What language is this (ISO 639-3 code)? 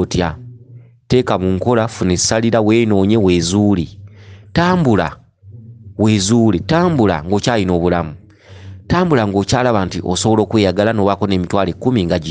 lug